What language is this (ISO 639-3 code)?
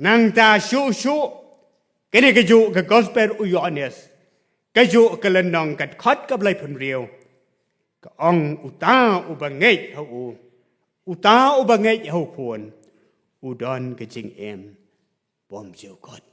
kha